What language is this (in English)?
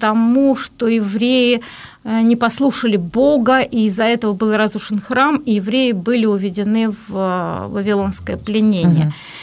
Russian